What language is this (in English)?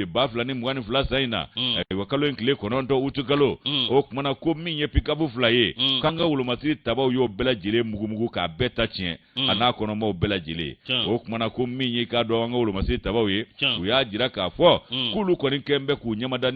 Bambara